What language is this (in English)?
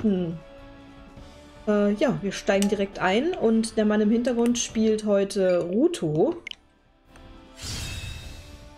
German